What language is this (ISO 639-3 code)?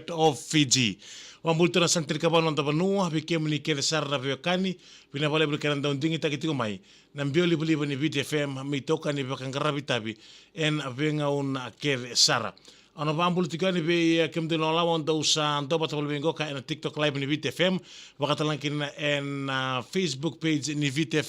fij